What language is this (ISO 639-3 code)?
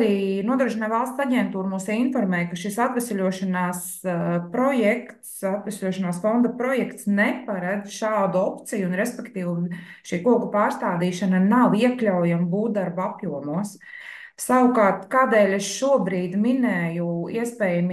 lav